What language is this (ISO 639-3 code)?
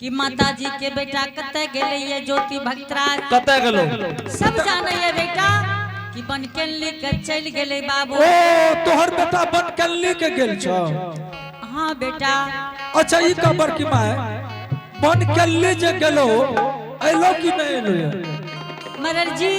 anp